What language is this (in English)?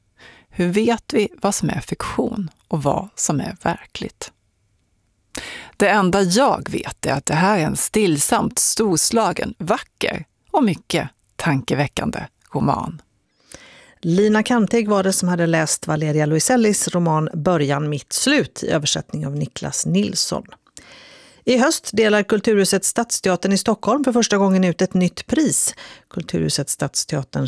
Swedish